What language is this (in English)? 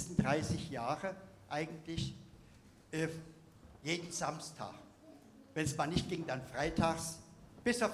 Upper Sorbian